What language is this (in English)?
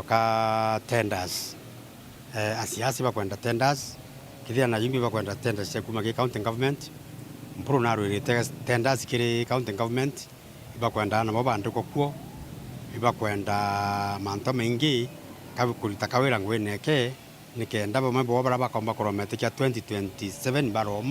Meru